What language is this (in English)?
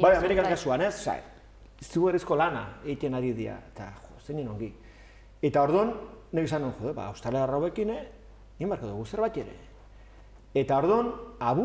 Basque